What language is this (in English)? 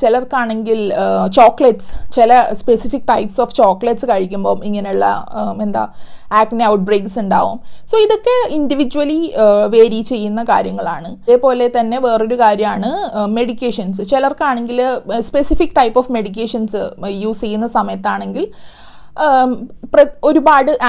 Malayalam